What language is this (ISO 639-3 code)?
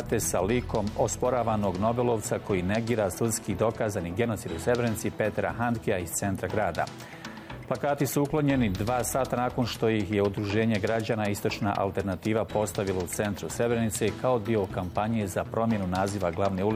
bos